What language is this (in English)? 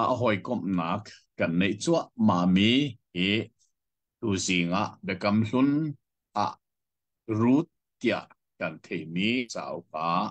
Hakha Chin